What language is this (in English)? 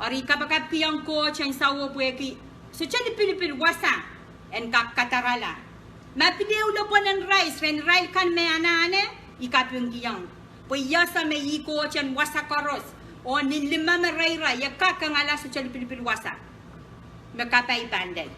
Pohnpeian